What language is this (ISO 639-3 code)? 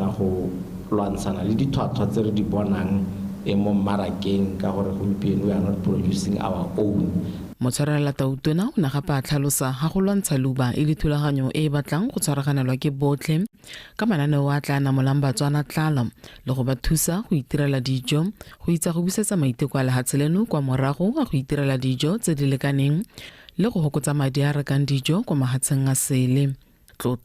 tsn